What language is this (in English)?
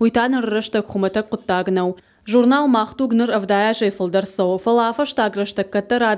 Ossetic